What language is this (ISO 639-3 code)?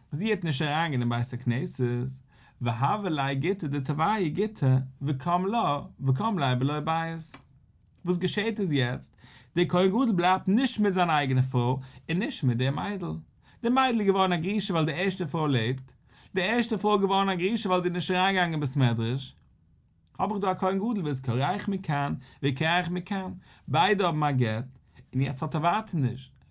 yid